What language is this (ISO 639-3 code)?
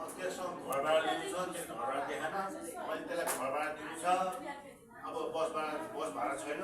nep